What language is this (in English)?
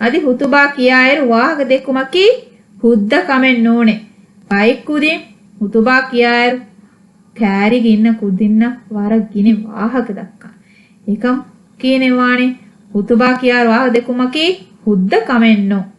Divehi